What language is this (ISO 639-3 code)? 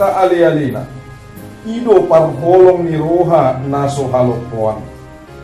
bbc